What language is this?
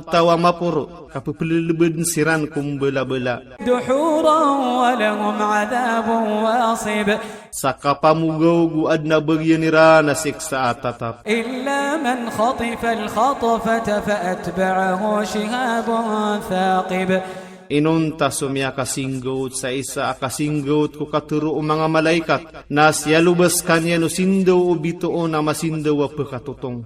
Maranao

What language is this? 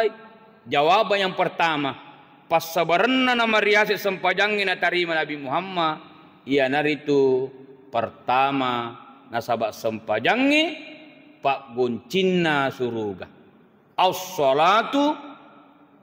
Buginese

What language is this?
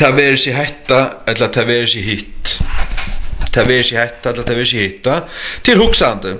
Faroese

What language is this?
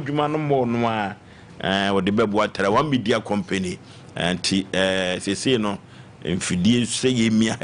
Akan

